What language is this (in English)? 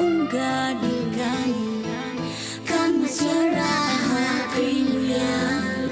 Meru